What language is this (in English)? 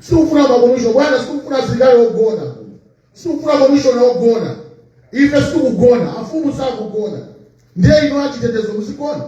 Nyanja